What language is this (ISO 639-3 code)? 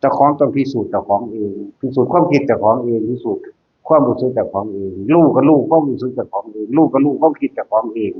tts